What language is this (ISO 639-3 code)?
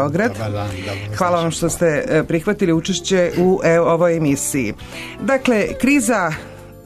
srp